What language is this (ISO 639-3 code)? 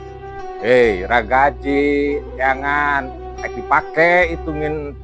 sun